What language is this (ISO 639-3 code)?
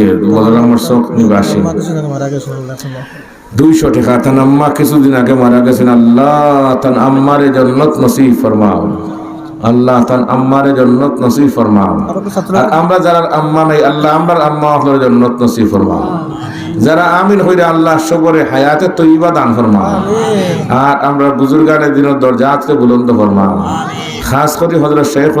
syl